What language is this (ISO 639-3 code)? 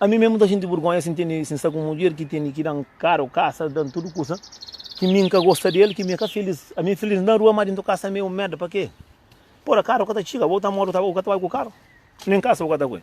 kea